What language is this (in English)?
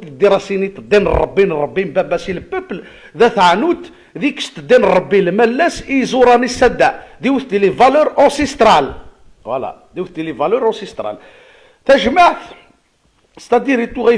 Kabyle